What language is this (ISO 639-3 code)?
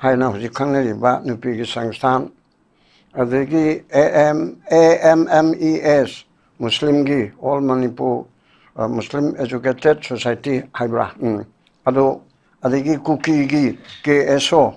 mni